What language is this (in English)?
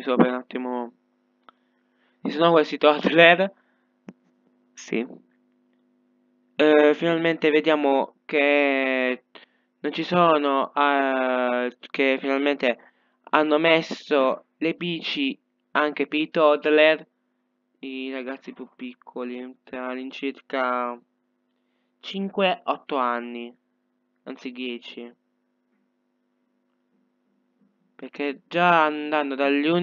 Italian